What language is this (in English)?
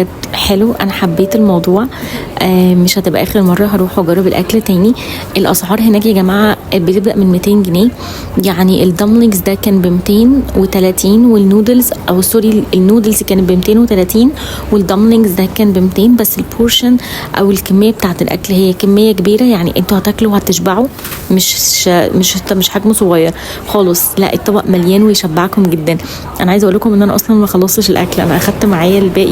Egyptian Arabic